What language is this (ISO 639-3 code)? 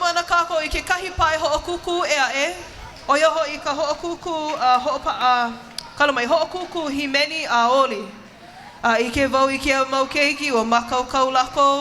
haw